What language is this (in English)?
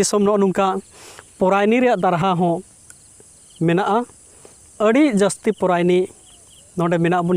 Santali